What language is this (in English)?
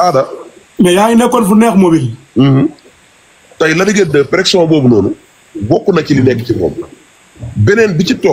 Wolof